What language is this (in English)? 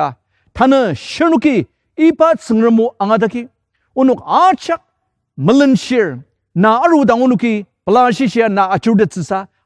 Ao Naga